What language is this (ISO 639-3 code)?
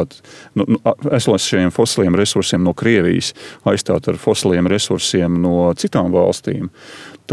lav